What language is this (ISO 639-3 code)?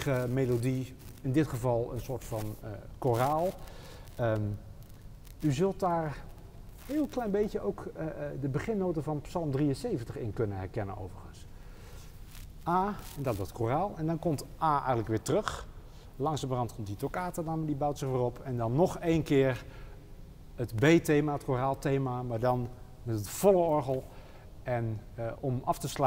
nld